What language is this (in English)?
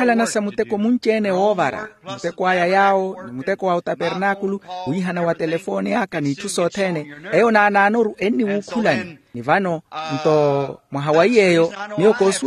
Makhuwa